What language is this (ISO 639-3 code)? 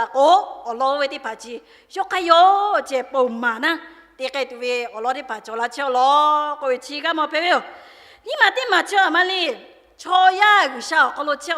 lhu